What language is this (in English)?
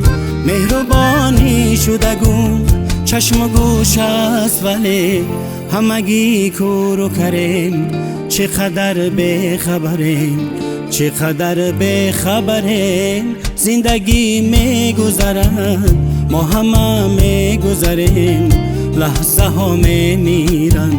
Tajik